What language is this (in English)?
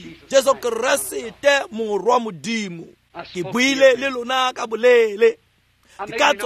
Tswana